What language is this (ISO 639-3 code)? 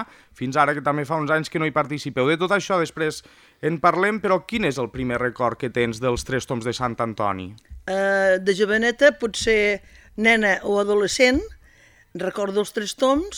cat